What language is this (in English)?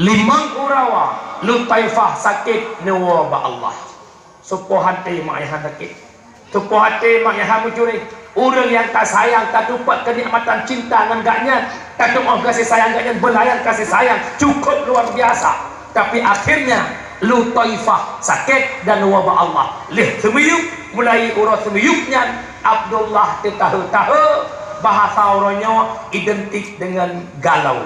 Achinese